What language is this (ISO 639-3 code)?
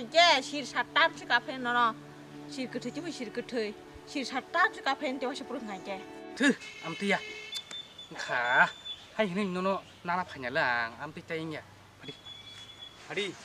trp